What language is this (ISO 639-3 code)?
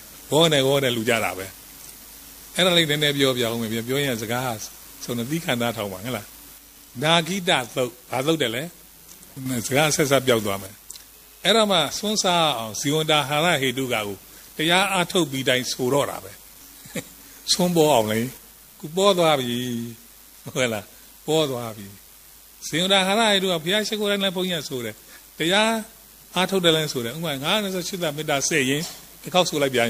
mya